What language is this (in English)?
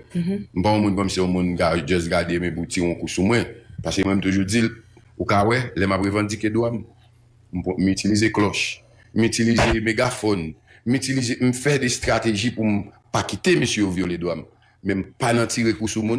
Haitian Creole